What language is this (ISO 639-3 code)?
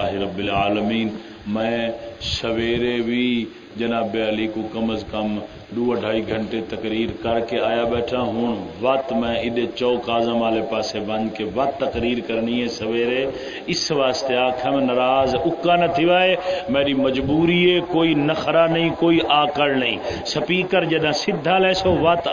skr